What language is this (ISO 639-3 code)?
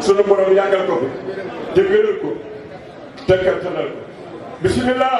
wol